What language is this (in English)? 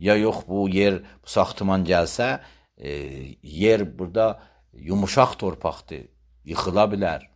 Azerbaijani